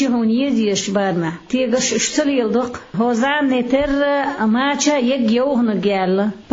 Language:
Chechen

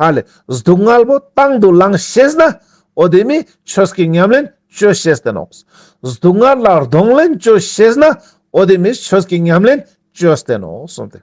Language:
Ladakhi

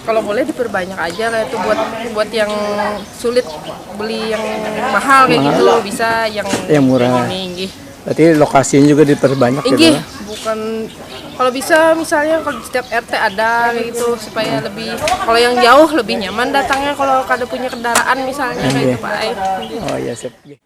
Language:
Banjar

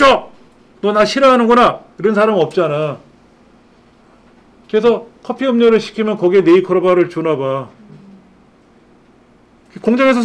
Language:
Korean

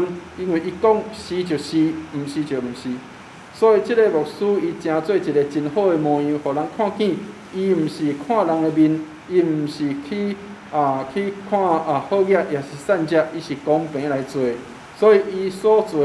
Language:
Min Nan Chinese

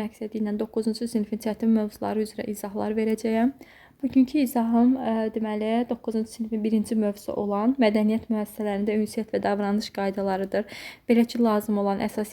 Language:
Azerbaijani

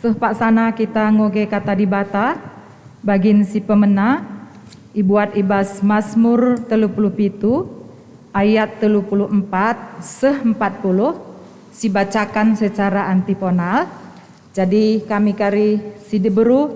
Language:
Batak Karo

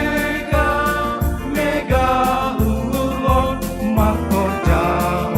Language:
Batak Simalungun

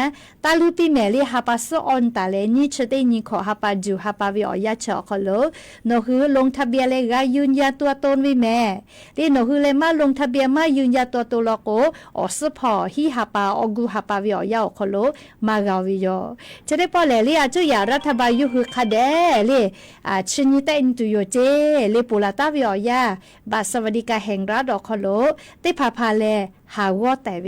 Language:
Lahu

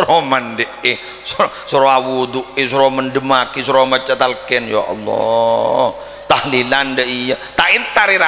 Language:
Madurese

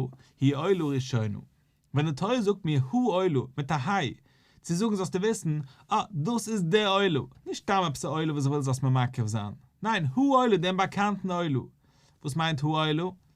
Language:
Yiddish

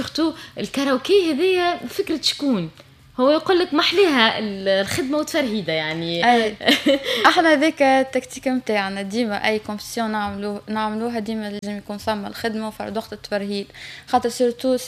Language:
Tunisian Arabic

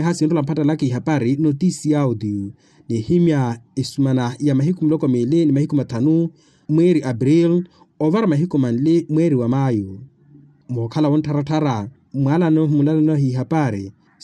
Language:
Makhuwa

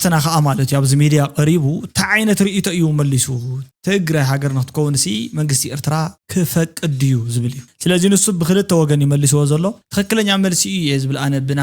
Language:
Tigrinya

